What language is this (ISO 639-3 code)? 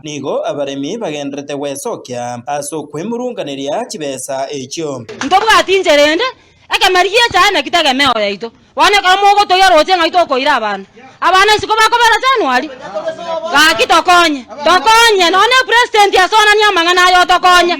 guz